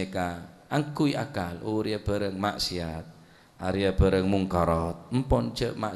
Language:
Madurese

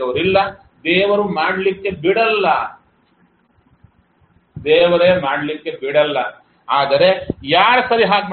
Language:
Kannada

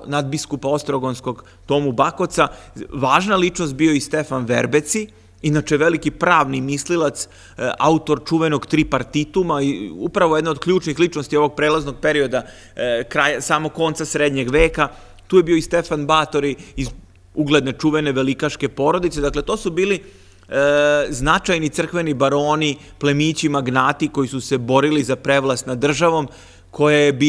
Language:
Serbian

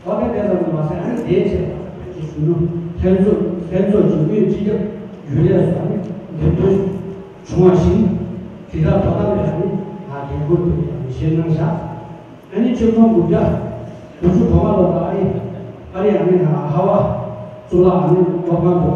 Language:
Tibetan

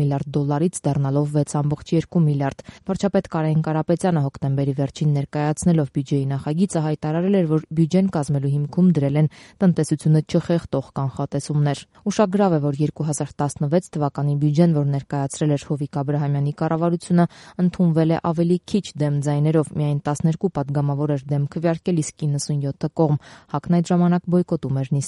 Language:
Armenian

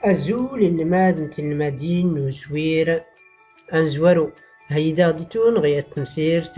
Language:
Tachelhit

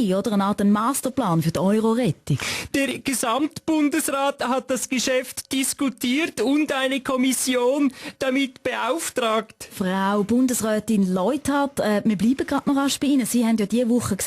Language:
Swiss German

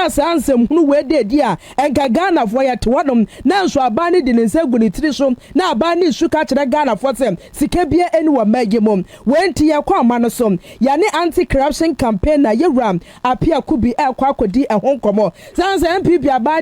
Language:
Akan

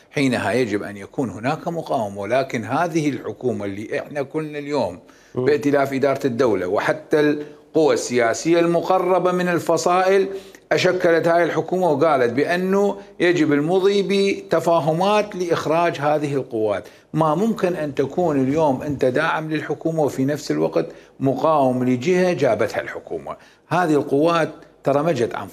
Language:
Mesopotamian Arabic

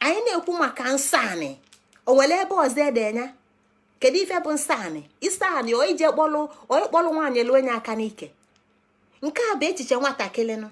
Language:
Igbo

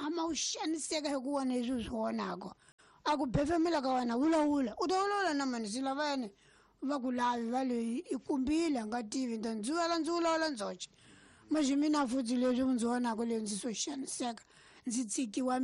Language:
Tsonga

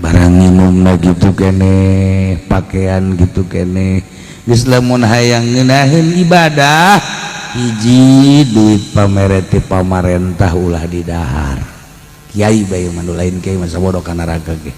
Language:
Sundanese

